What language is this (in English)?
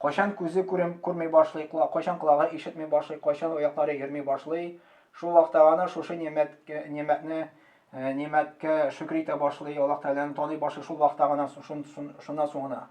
Tatar